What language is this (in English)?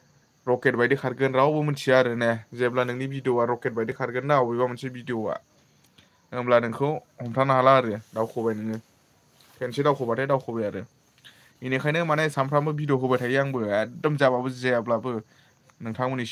Bodo